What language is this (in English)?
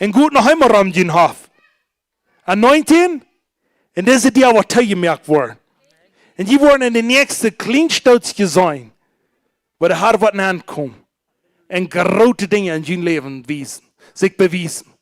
Plautdietsch